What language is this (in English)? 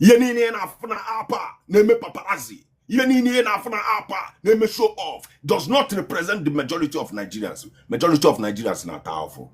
Igbo